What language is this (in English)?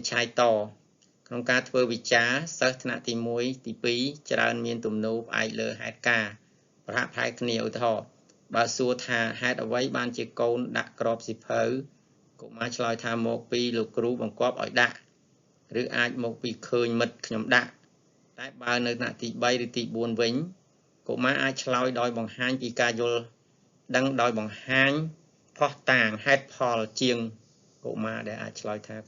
Khmer